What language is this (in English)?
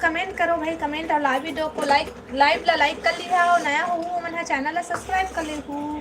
Chhattisgarhi